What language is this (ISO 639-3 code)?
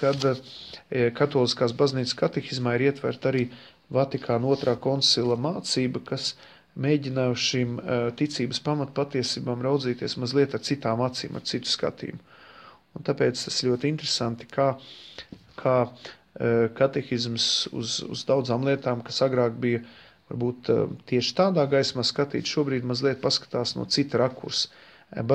lav